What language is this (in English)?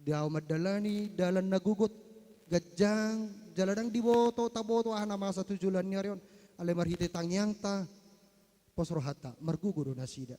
Batak Toba